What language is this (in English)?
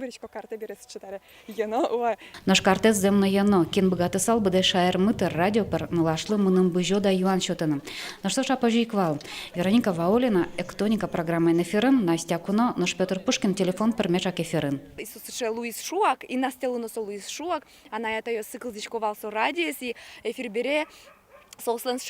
Udmurt